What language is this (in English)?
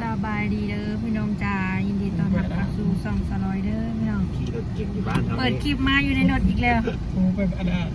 Northeastern Thai